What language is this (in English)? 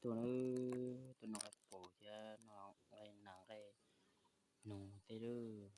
Hmong